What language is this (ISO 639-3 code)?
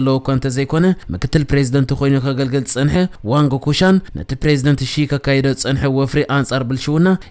tir